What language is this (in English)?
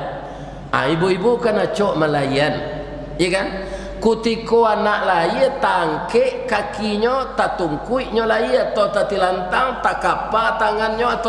Minangkabau